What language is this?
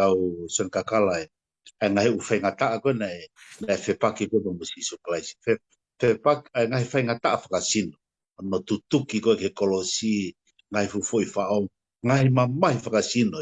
Tongan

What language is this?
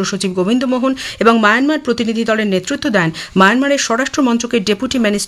Bangla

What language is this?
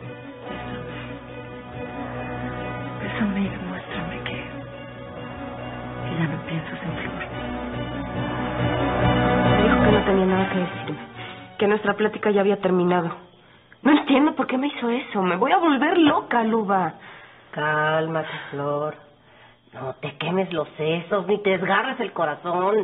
Spanish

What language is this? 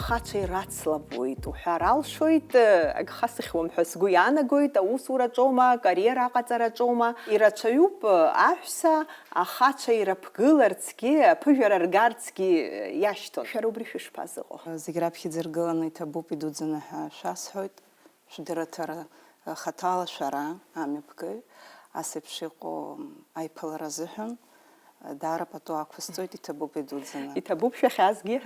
Abkhazian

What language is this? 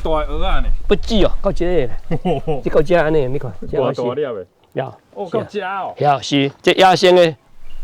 Min Nan Chinese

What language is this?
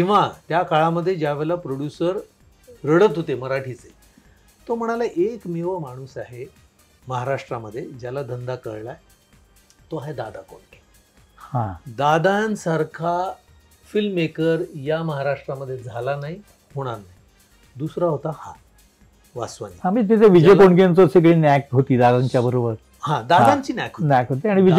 Marathi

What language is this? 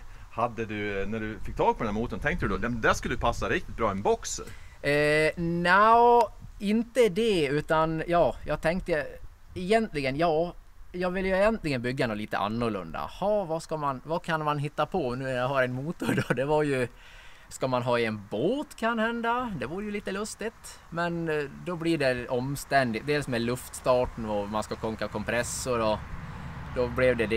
Swedish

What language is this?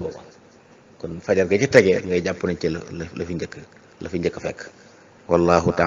Wolof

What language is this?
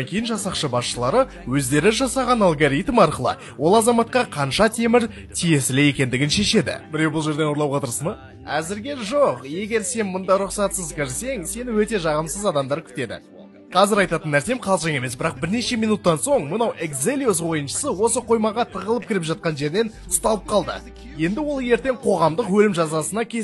Kazakh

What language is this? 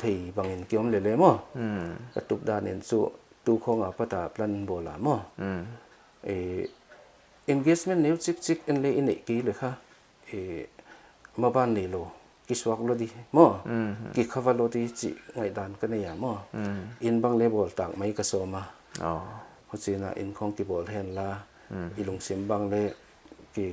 Paite Chin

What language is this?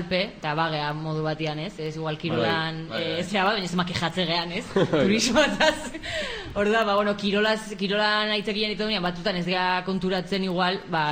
Basque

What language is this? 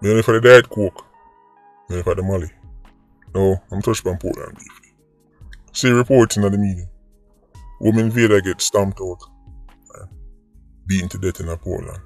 Jamaican Creole English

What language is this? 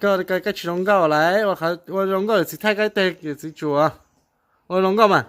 Hmong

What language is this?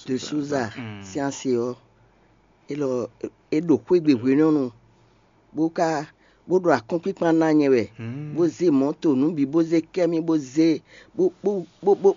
Fon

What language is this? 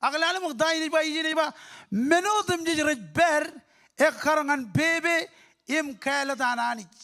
Marshallese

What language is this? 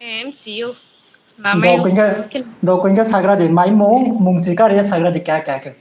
Riang (India)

